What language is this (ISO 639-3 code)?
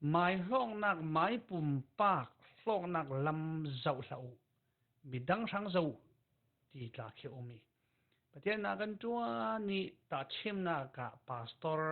cfm